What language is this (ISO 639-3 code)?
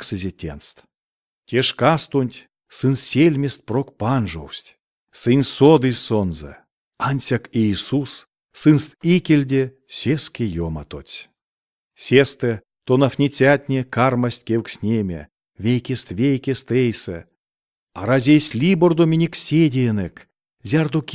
myv